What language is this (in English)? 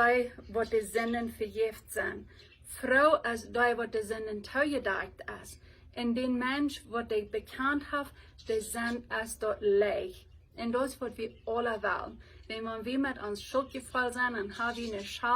Plautdietsch